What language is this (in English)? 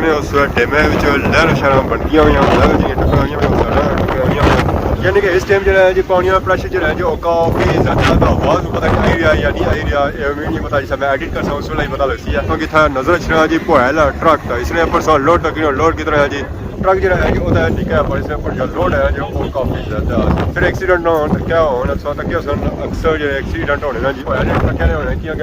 Pahari-Potwari